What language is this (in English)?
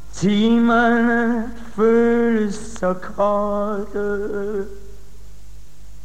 Norwegian